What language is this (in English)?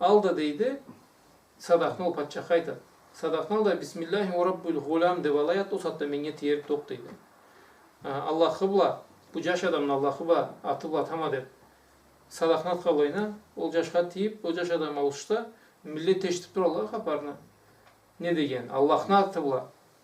Karachay-Balkar